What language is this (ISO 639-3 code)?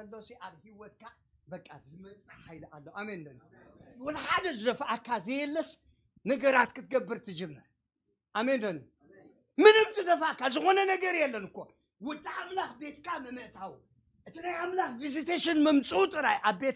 tir